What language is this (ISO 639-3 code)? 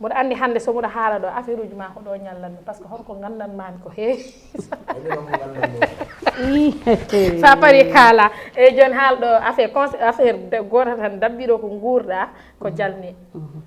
ful